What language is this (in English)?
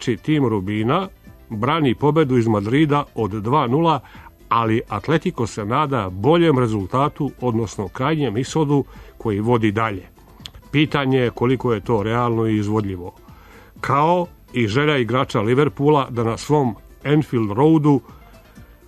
Serbian